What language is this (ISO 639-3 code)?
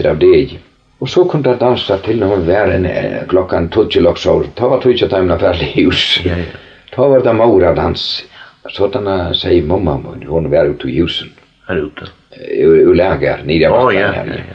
fao